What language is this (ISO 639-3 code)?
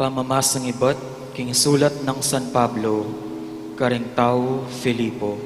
pam